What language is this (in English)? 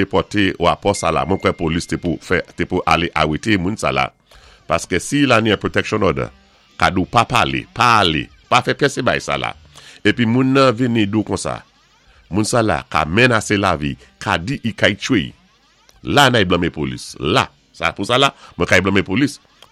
Saint Lucian Creole French